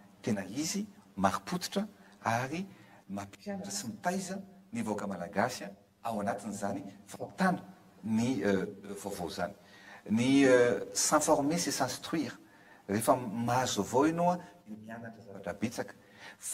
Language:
Malagasy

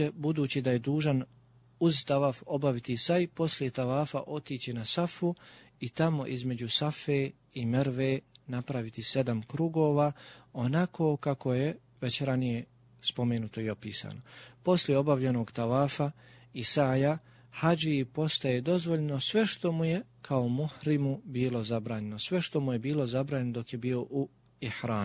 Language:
Bosnian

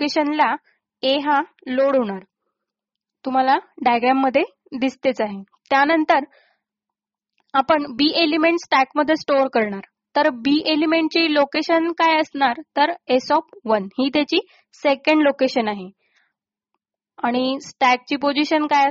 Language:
Marathi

